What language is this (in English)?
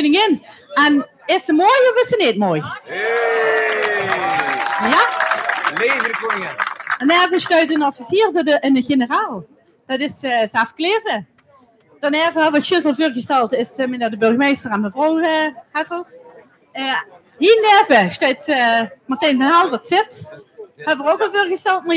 Limburgish